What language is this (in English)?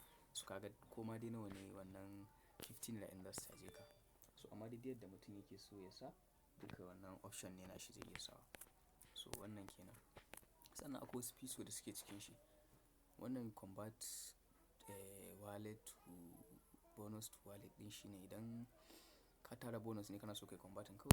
Hausa